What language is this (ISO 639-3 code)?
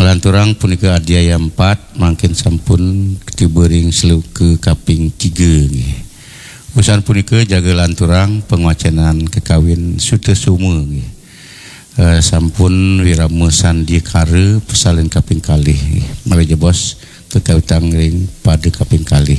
ban